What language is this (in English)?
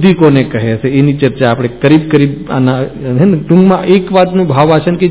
Gujarati